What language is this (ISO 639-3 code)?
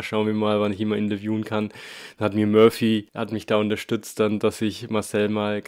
deu